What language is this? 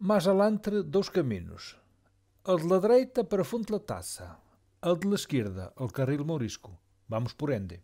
Mirandese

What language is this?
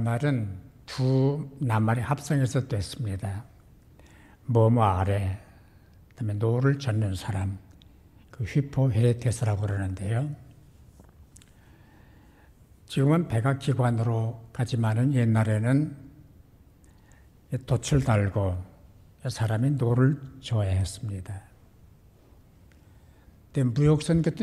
Korean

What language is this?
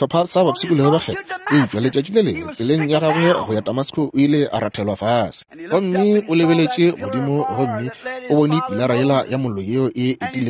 Northern Sotho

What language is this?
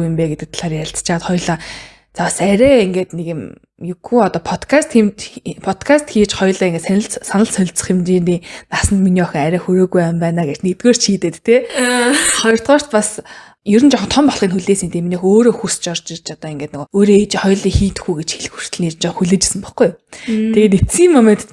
Mongolian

